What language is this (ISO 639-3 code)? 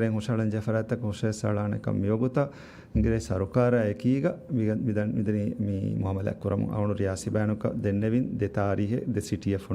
div